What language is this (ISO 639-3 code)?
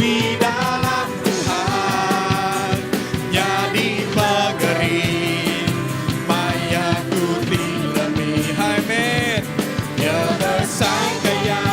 iba